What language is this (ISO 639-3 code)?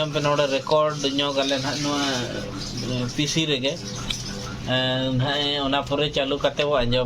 sat